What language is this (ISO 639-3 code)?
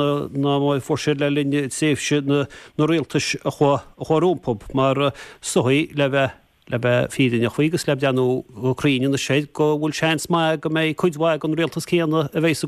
gle